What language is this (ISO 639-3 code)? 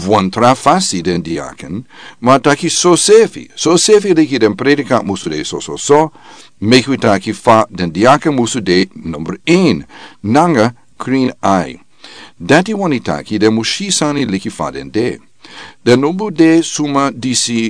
srn